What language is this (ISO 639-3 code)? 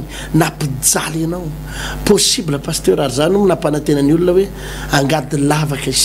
mlg